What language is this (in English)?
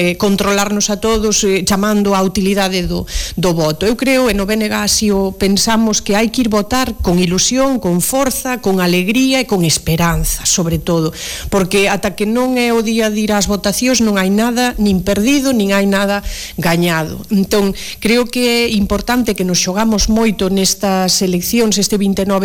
Galician